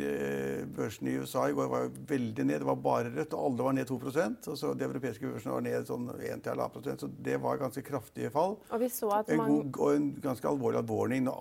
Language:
Norwegian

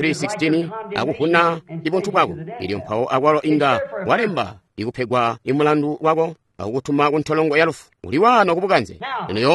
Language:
Tonga (Zambia)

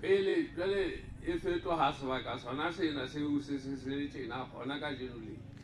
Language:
Southern Sotho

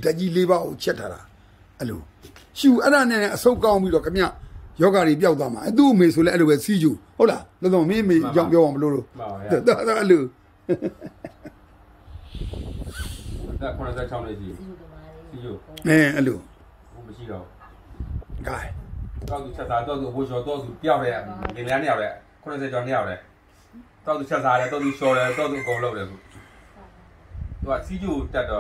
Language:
Burmese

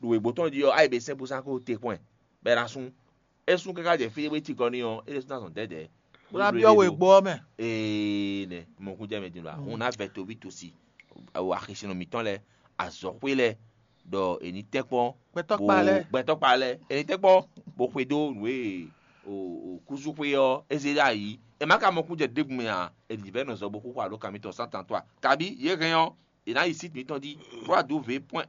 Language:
Fon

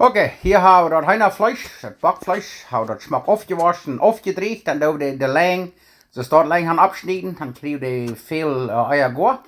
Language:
Plautdietsch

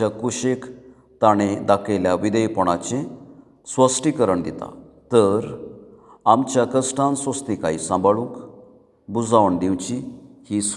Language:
Konkani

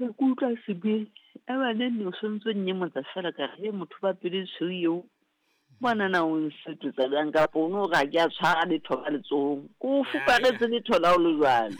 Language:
Southern Sotho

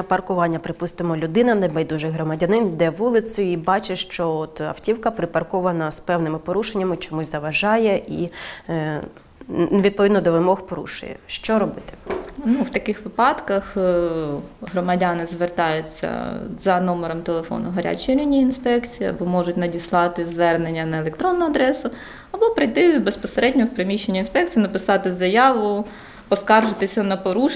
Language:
Ukrainian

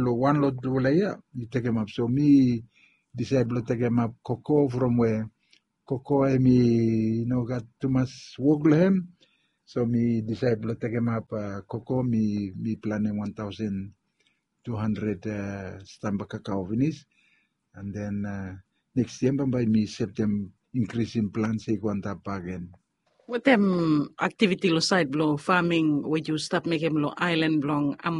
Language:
Bislama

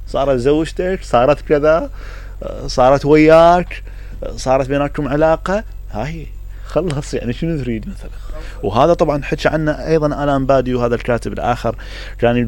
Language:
Mesopotamian Arabic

